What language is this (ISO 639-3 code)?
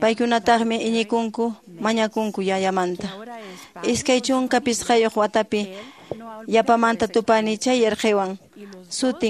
que